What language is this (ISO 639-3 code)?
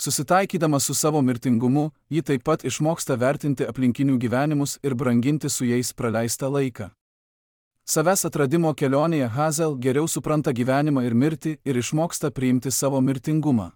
lit